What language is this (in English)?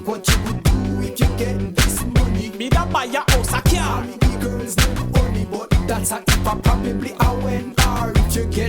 Jamaican Creole English